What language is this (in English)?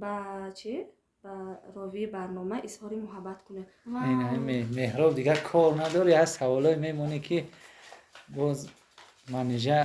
Tajik